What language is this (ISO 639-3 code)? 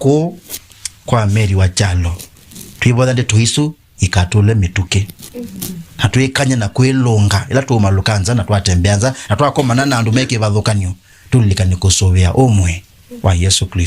kam